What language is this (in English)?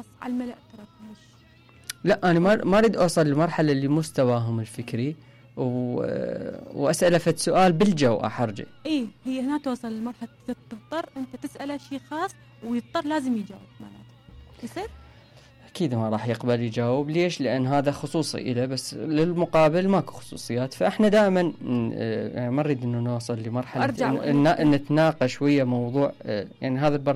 Mesopotamian Arabic